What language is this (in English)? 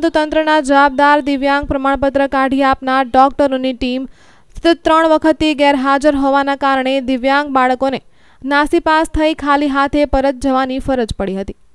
Gujarati